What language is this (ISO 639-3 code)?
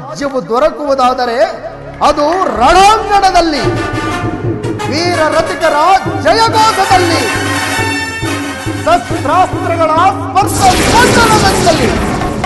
kan